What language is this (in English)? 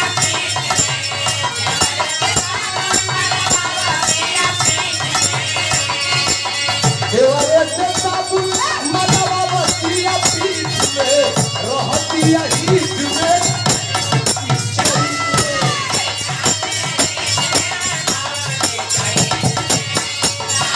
Bhojpuri